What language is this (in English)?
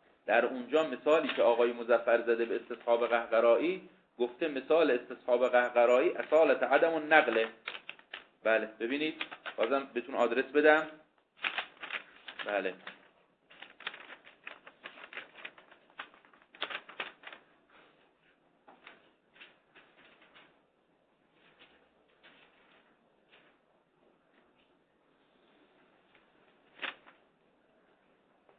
Persian